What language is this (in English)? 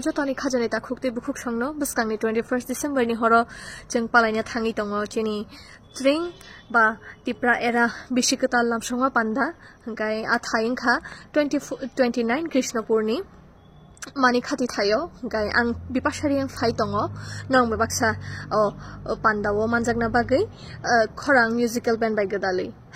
Kok Borok